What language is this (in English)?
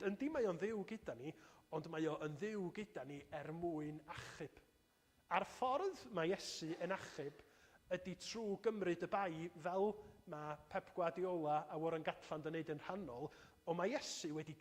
Welsh